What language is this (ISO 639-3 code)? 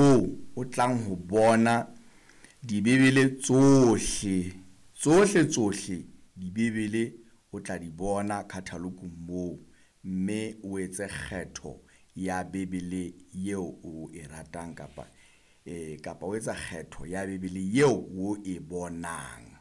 sot